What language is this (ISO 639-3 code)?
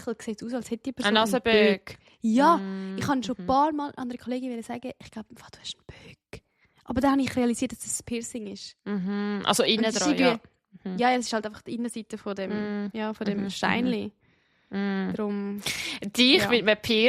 gsw